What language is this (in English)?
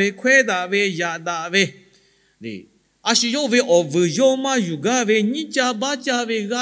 Lahu